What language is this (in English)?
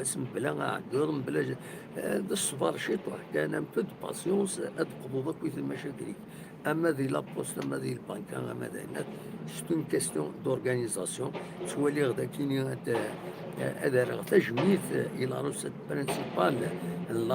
Kabyle